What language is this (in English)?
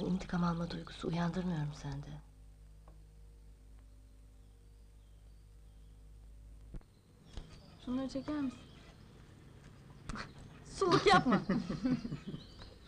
Turkish